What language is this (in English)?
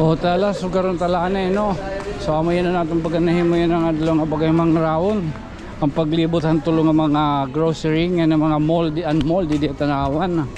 Waray